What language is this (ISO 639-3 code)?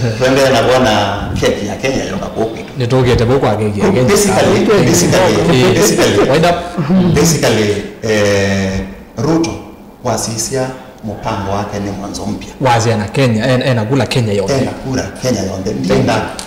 kam